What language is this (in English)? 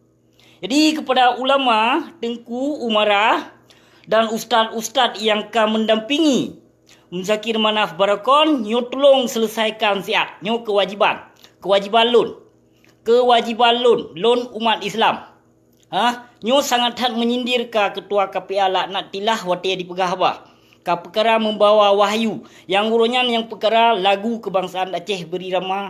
Achinese